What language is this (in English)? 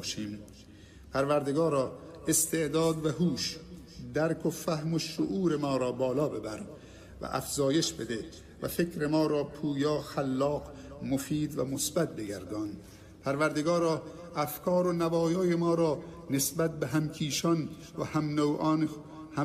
Tajik